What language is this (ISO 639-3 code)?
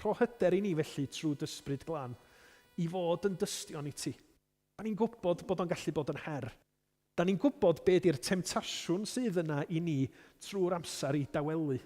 cym